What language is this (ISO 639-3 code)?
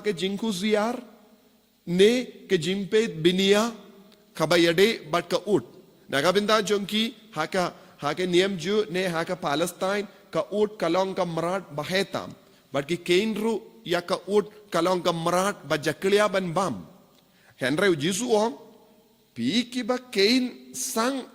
kha